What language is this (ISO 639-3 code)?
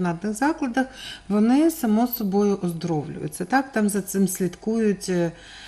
ukr